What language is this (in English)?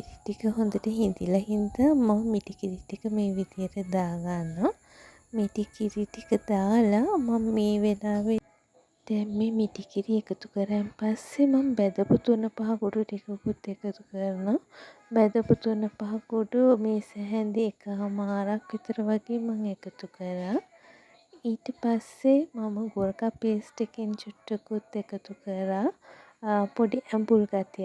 Sinhala